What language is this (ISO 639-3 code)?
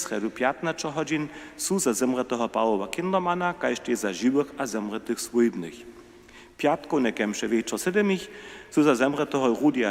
hsb